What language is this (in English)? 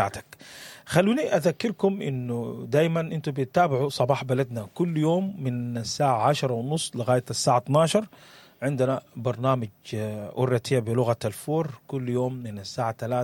Sudanese Arabic